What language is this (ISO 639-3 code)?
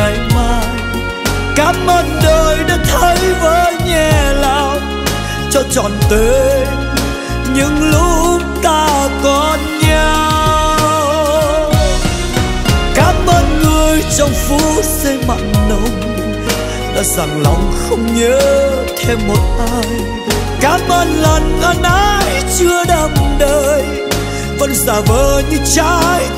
vie